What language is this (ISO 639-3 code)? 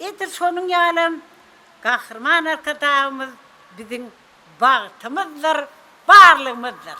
tuk